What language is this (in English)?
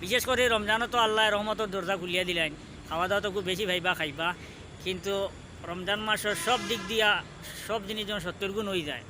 Sylheti